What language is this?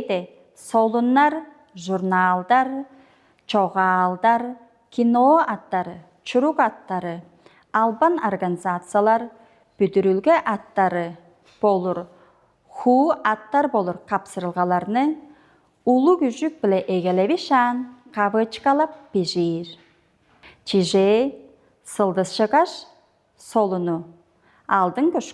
Tuvinian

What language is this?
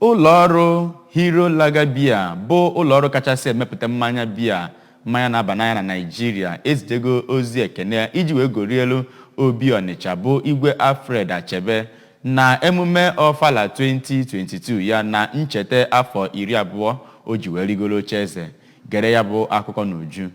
Igbo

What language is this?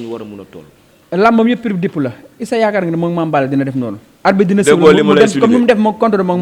Wolof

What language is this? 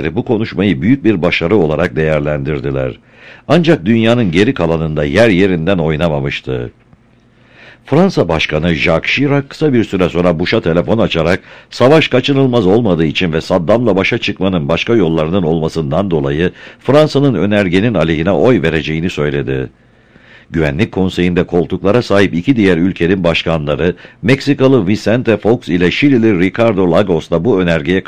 Turkish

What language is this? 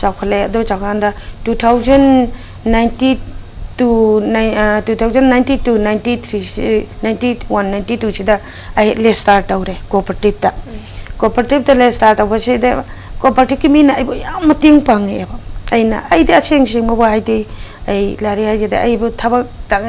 Manipuri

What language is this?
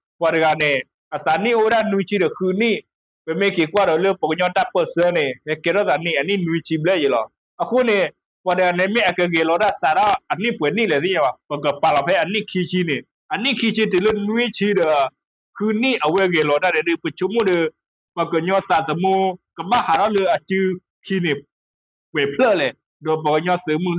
S'gaw Karen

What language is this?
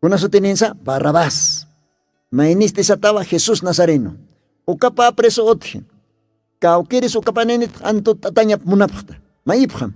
Aymara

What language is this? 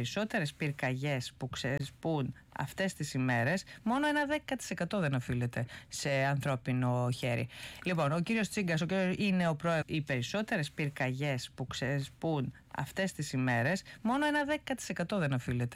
Greek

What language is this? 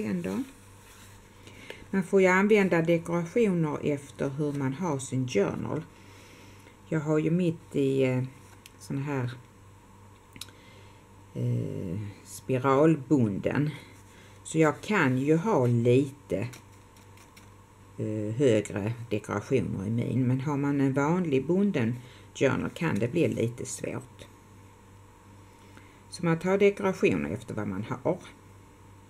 Swedish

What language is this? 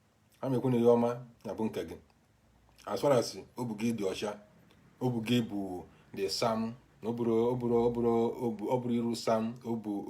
Igbo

